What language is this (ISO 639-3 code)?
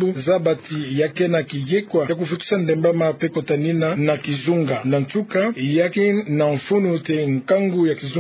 ktu